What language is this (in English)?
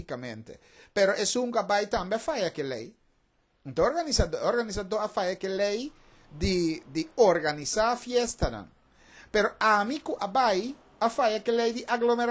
Papiamento